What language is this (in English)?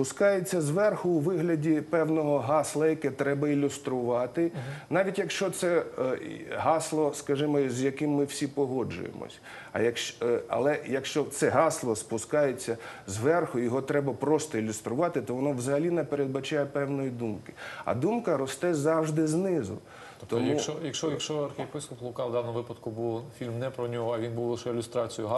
Ukrainian